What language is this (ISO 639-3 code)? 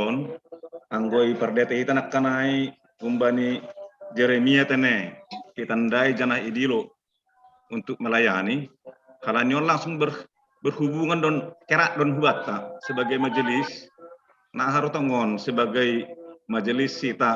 bts